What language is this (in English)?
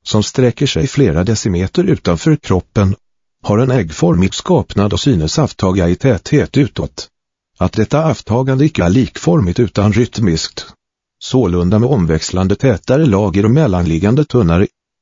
Swedish